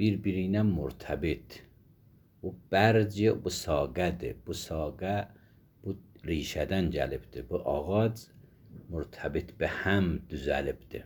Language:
Azerbaijani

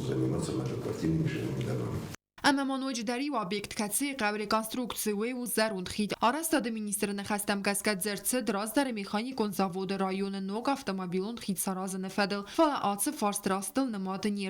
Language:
Ossetic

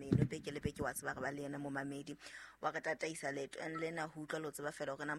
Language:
Southern Sotho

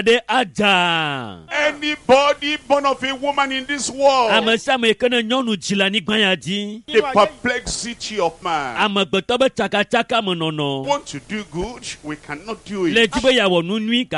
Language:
Ewe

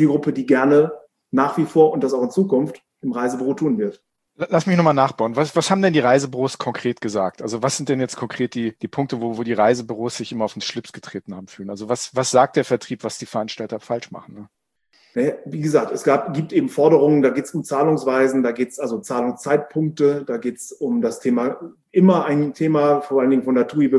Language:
German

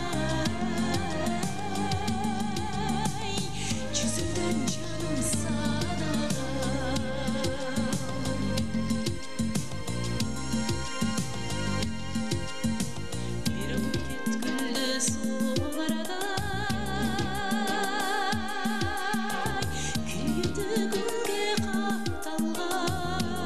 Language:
Kazakh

